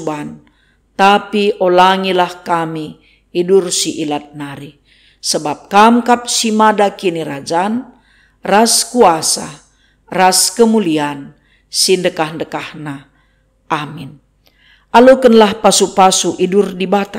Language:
Batak Karo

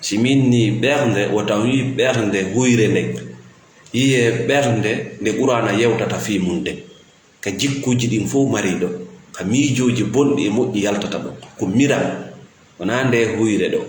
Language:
Fula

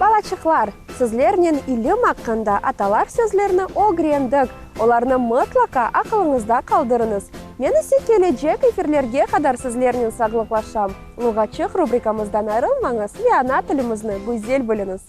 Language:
Crimean Tatar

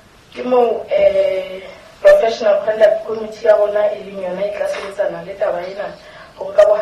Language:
Southern Sotho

